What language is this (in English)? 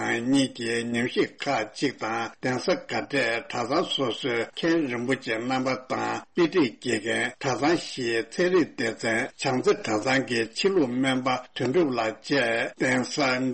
Tibetan